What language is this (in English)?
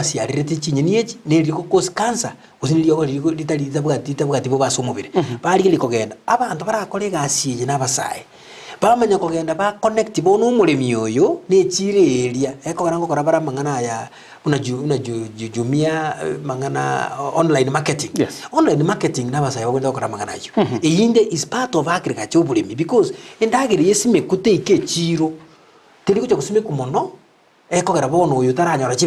Gusii